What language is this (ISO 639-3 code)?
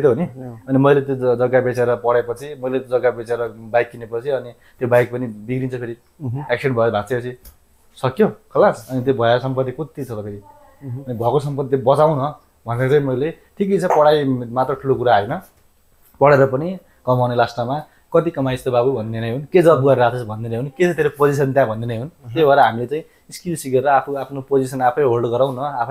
nep